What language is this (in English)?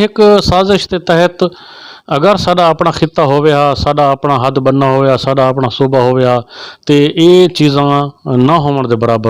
Saraiki